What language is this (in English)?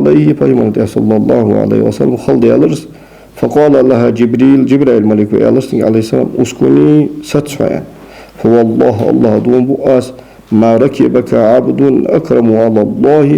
Ingush